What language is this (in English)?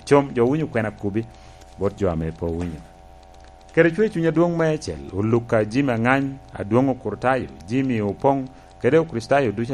Lango (Uganda)